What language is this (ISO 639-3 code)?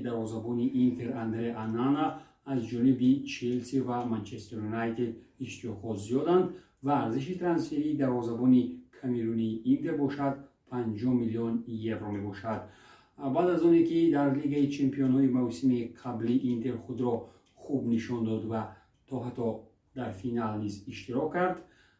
tgk